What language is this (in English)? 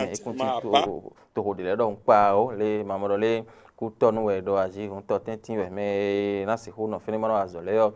Fon